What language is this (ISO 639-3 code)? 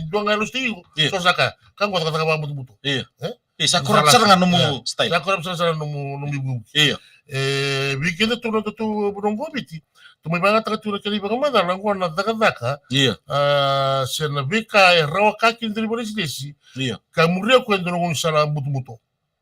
fij